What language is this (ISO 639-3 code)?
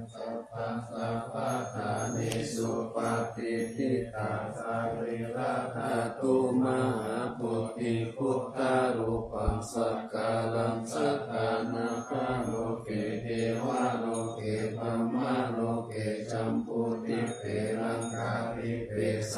pli